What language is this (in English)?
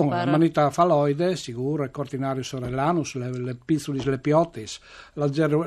Friulian